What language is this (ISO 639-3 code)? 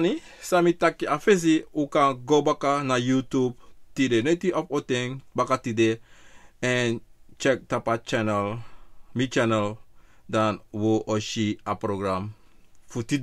srn